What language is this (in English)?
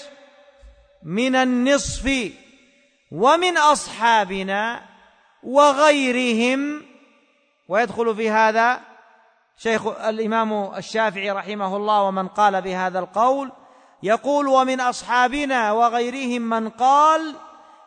Arabic